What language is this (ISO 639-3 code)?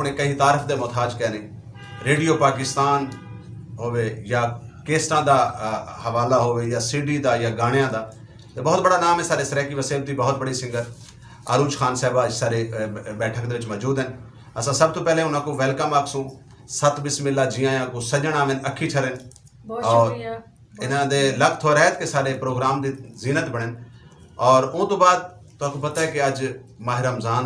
skr